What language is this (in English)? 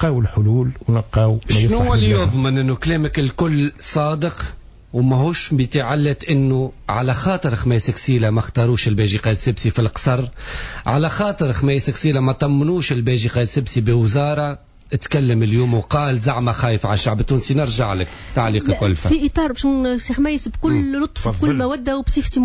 Tunisian Arabic